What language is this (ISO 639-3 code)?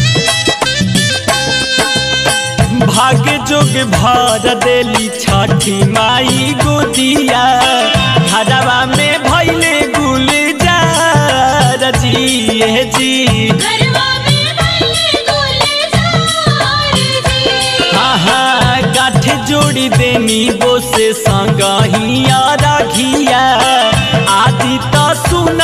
bho